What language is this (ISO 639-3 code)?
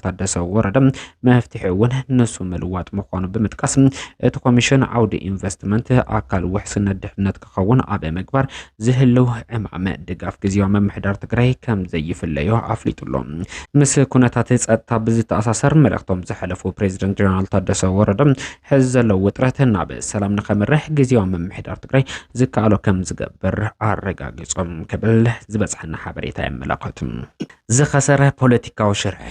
tir